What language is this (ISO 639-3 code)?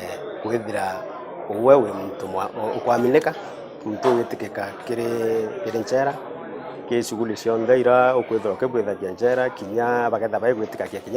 mer